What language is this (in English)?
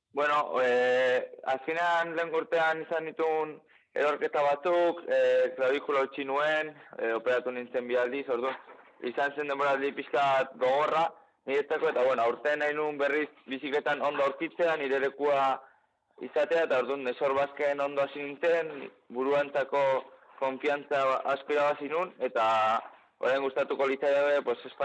Basque